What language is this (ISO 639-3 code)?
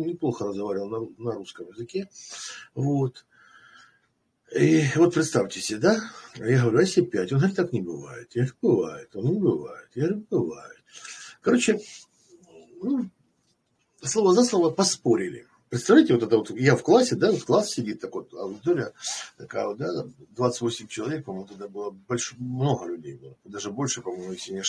rus